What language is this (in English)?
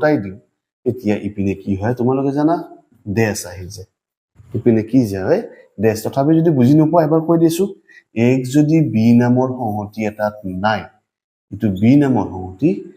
Assamese